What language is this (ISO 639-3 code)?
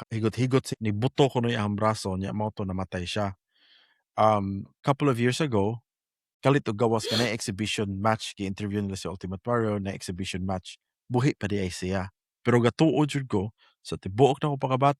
ceb